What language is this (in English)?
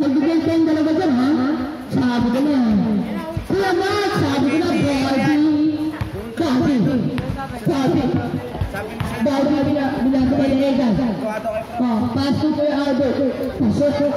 Filipino